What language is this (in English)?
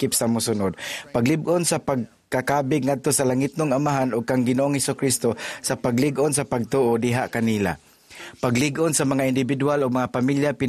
Cebuano